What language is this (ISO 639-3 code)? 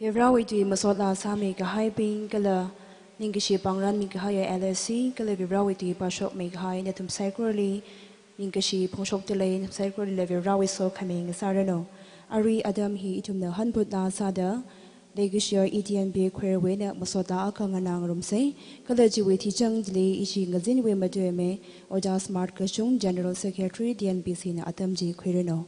nmf